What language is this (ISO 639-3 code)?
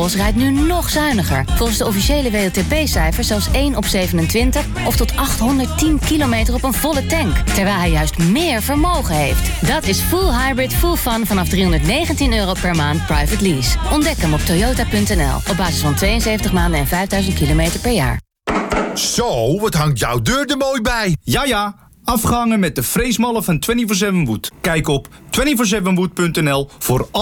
nld